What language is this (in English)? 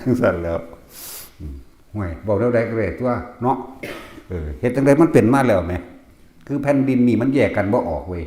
Northeastern Thai